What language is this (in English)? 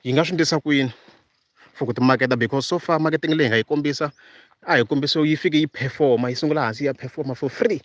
Tsonga